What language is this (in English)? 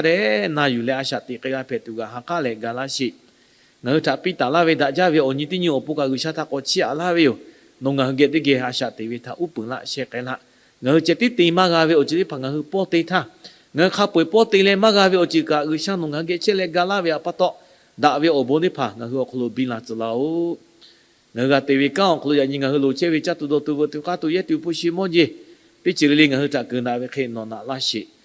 Lahu